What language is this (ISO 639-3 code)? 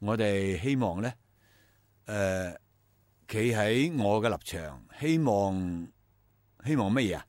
yue